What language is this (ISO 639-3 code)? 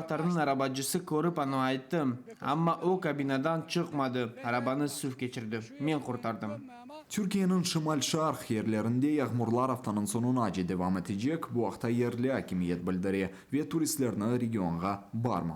crh